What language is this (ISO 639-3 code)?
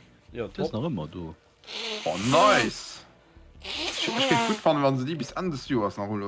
ltz